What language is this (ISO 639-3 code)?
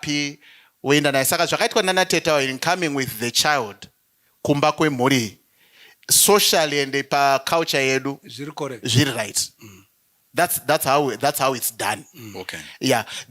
sna